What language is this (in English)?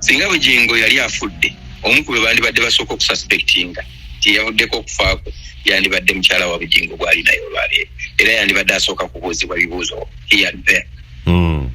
Ganda